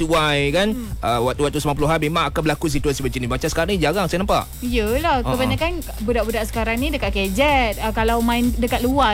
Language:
Malay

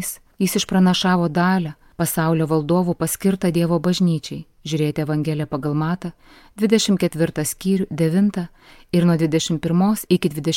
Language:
Lithuanian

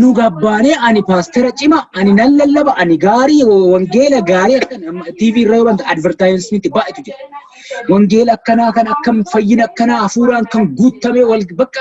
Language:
Oromo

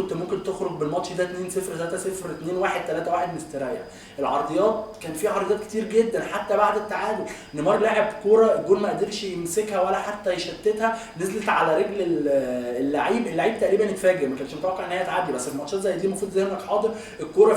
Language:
Egyptian Arabic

